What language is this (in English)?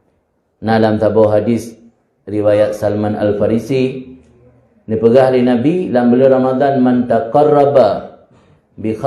Achinese